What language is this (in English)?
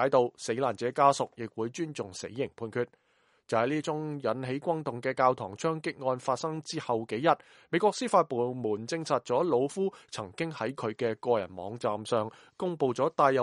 Cantonese